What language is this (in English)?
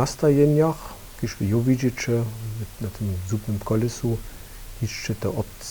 Upper Sorbian